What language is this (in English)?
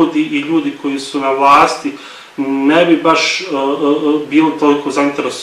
Bosnian